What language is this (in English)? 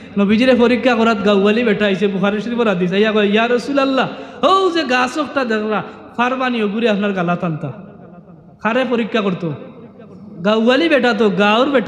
Sylheti